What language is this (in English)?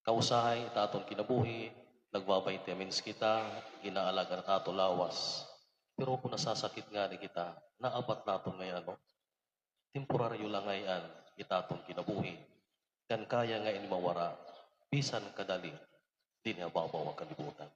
Waray